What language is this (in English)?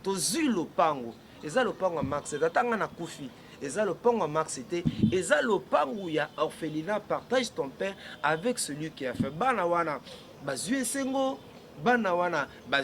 Lingala